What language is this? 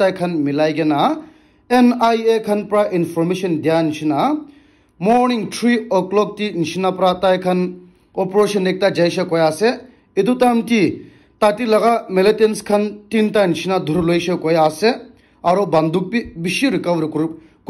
Naga Pidgin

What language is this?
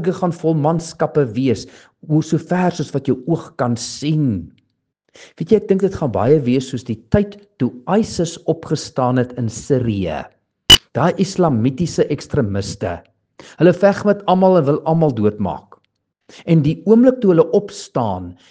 Afrikaans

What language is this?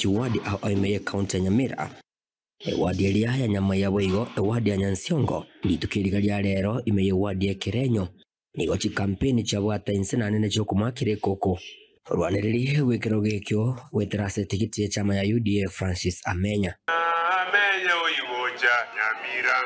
Gusii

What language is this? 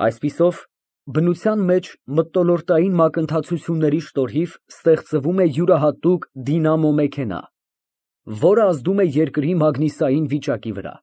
Armenian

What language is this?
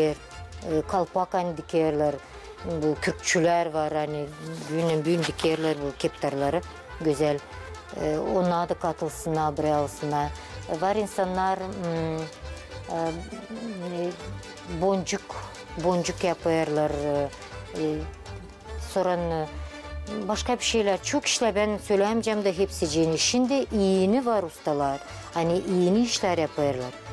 Gagauz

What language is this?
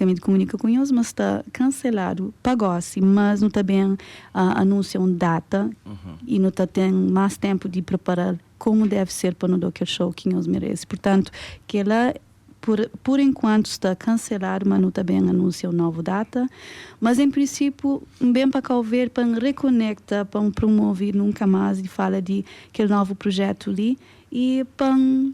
Kabuverdianu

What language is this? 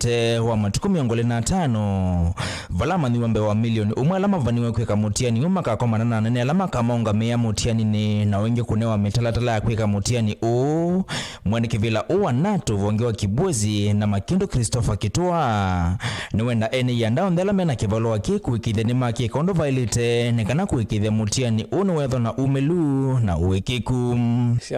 Kamba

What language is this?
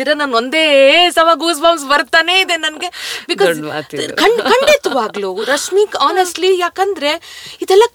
Kannada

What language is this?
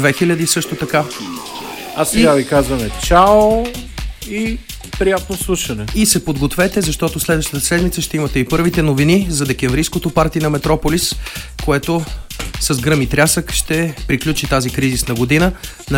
Bulgarian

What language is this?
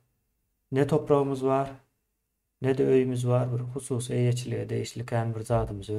Turkmen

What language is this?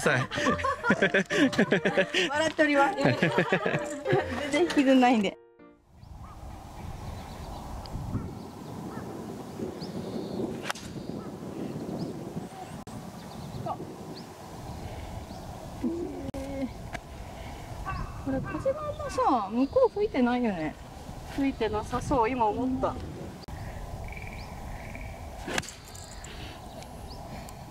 Japanese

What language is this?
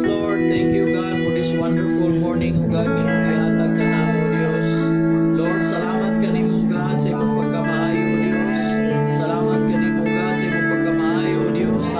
Cebuano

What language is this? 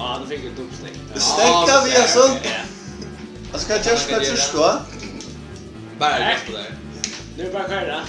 Faroese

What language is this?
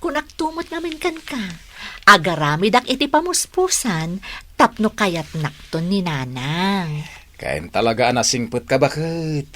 Iloko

